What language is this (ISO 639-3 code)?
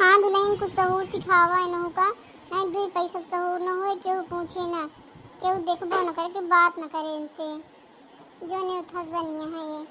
awa